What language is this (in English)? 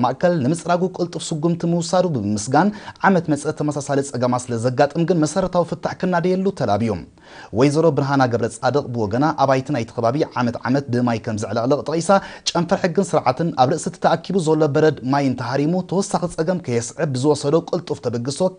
Tigrinya